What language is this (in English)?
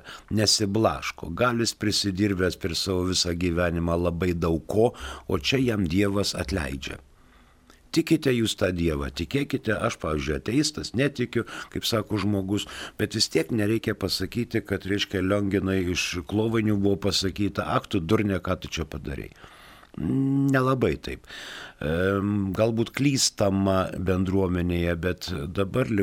Lithuanian